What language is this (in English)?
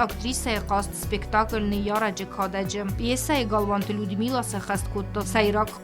Ossetic